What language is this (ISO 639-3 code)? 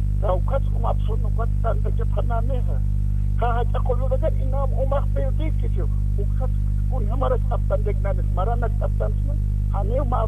aym